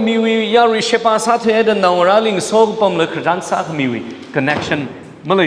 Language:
Tangkhul Naga (India)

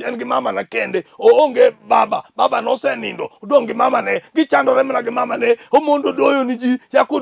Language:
Luo (Kenya and Tanzania)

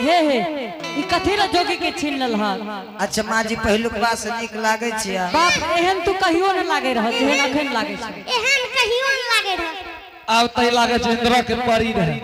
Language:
Angika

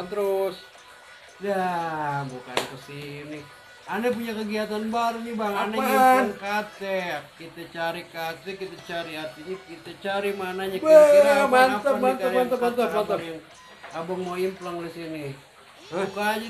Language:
Betawi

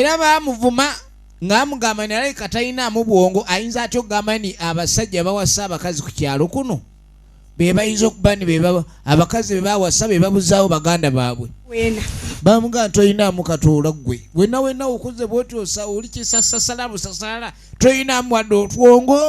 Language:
Soga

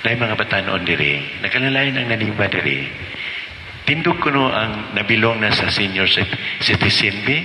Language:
Cebuano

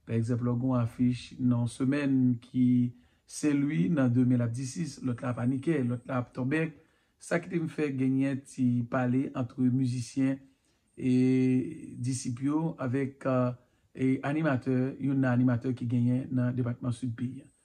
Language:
Haitian Creole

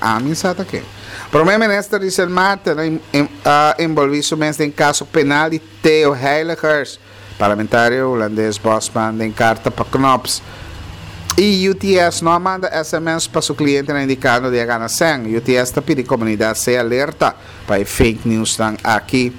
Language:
Papiamento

